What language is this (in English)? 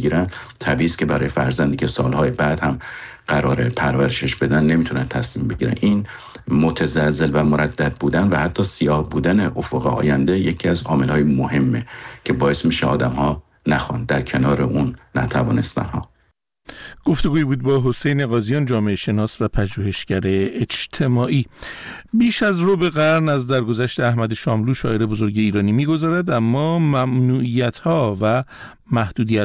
Persian